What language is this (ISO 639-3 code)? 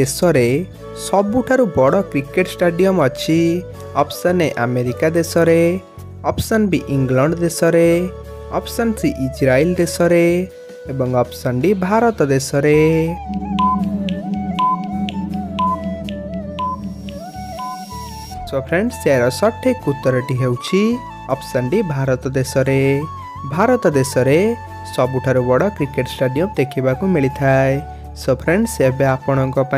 ori